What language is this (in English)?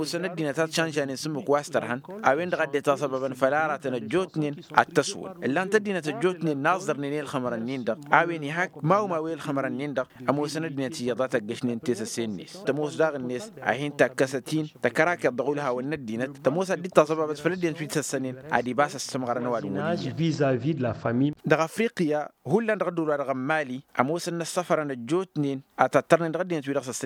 Tamasheq